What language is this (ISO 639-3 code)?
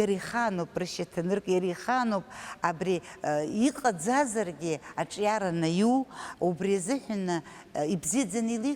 abk